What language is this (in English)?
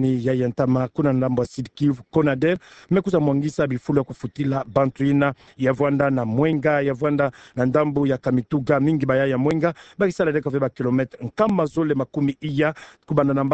Kituba (Democratic Republic of Congo)